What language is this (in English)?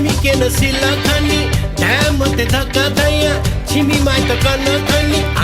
Newari